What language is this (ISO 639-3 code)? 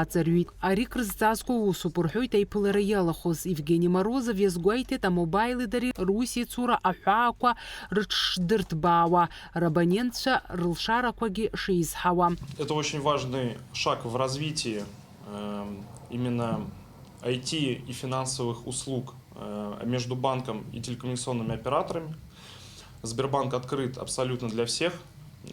abk